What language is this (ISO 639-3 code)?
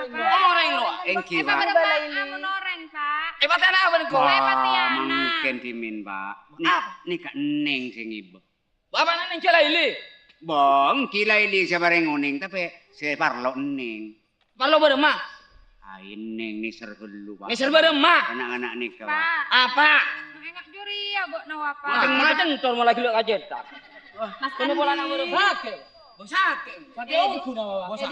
mad